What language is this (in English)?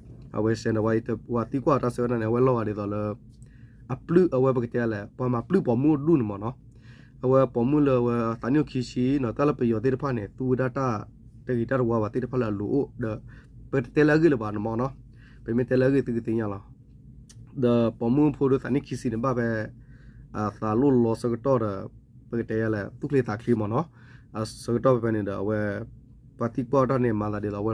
S'gaw Karen